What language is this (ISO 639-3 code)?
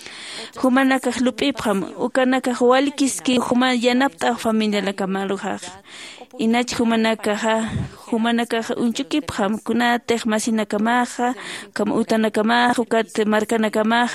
aym